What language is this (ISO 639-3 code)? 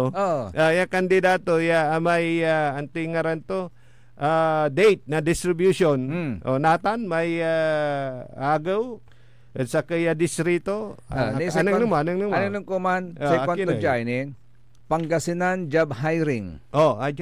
pag